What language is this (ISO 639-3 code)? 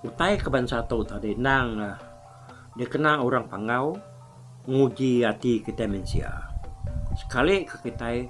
iba